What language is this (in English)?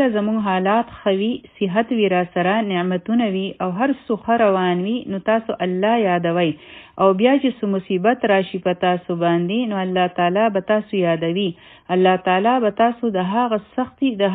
Pashto